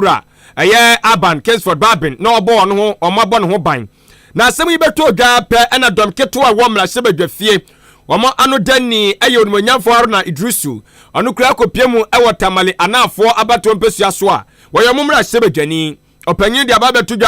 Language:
Akan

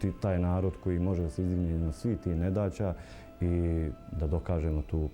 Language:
Bosnian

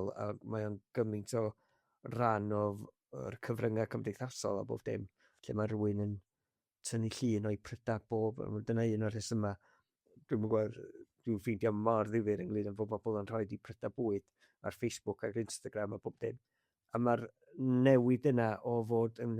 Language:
Welsh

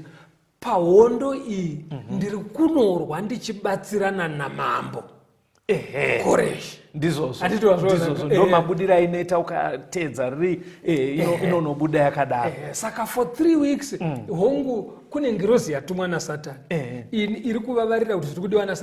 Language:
Shona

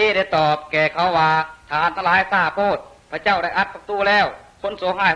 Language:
Lao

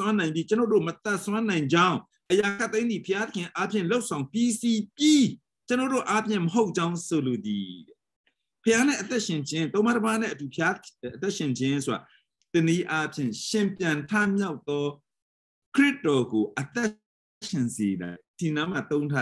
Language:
Burmese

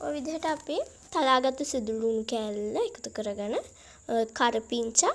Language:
Sinhala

